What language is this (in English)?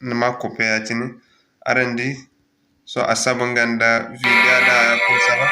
Zarma